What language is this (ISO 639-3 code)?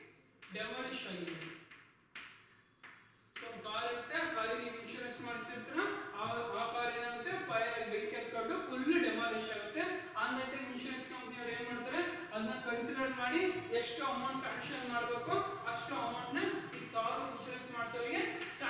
kan